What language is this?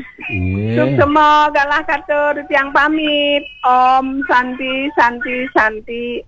Balinese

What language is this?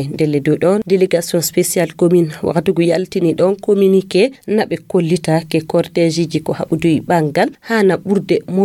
Fula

